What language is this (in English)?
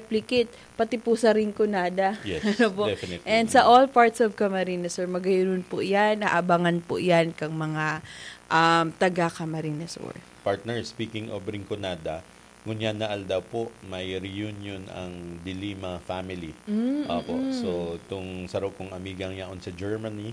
Bikol